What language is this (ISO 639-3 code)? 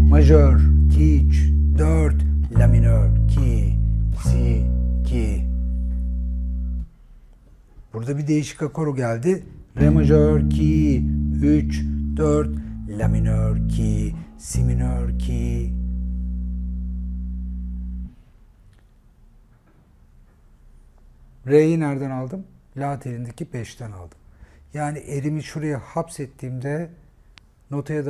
tur